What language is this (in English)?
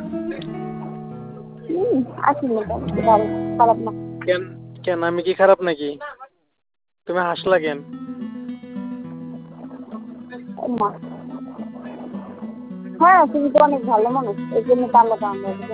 Bangla